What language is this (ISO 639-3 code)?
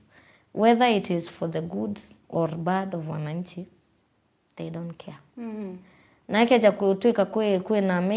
mer